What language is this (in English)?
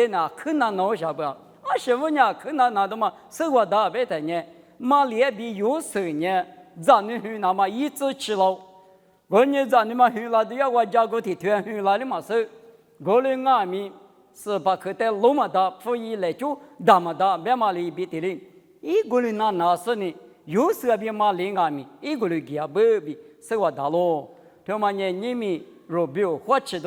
Lisu